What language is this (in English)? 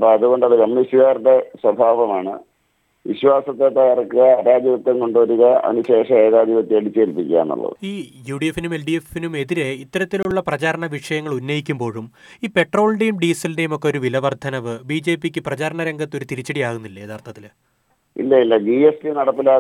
Malayalam